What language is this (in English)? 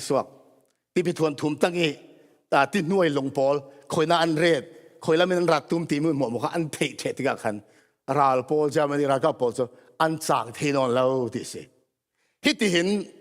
Falam Chin